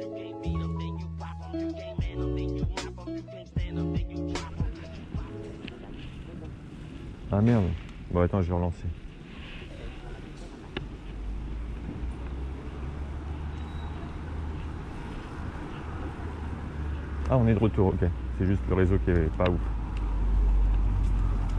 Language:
French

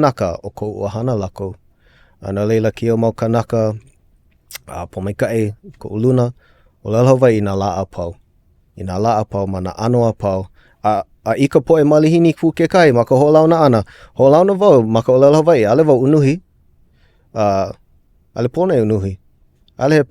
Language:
Hawaiian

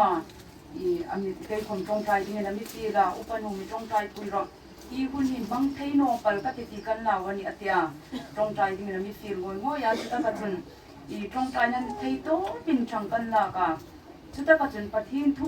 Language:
Hmar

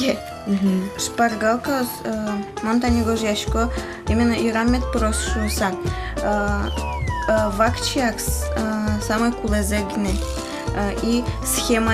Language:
Udmurt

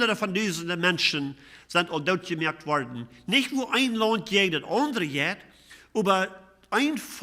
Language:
Plautdietsch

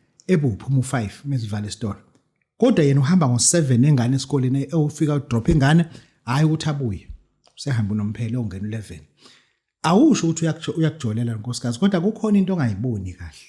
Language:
Zulu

